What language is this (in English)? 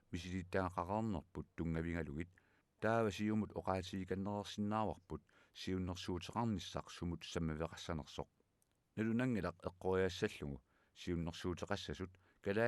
Kalaallisut